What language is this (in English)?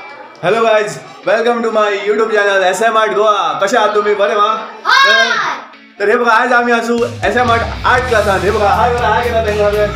Konkani